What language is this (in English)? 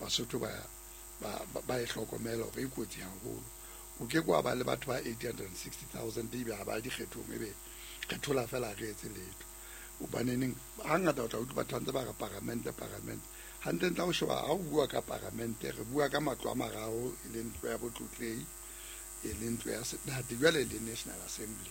Southern Sotho